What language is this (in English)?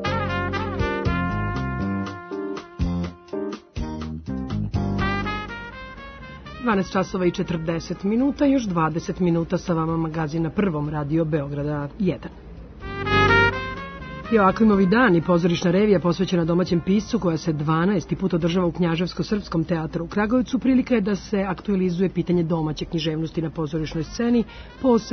Serbian